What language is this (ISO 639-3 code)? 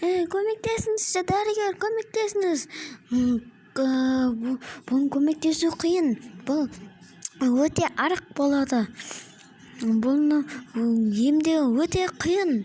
kaz